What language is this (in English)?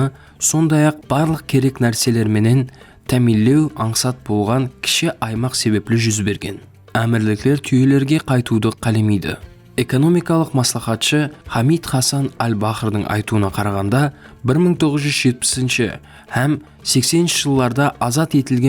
Kara-Kalpak